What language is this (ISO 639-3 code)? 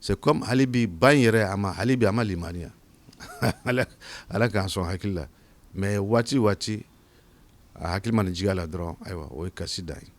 bam